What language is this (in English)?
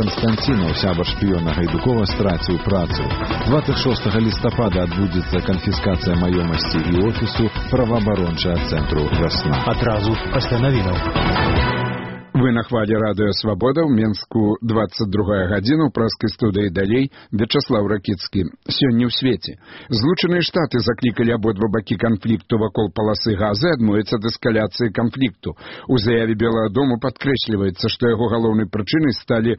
Belarusian